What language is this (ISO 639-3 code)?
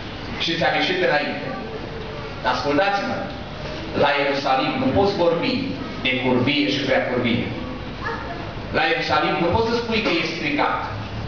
ron